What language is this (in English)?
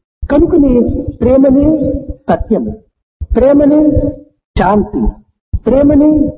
Telugu